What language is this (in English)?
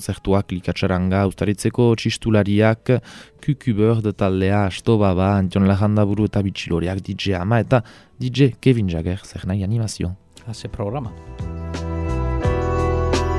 Basque